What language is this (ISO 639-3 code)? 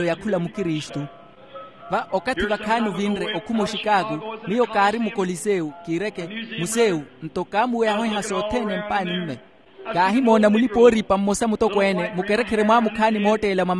vmw